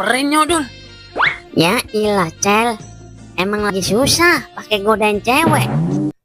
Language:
Betawi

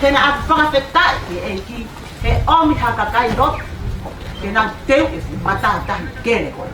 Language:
Tongan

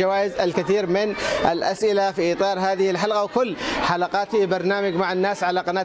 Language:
Arabic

